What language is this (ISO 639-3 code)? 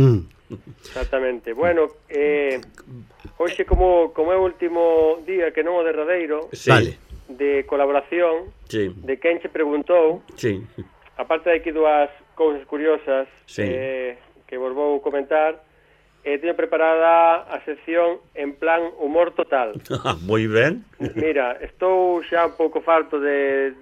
glg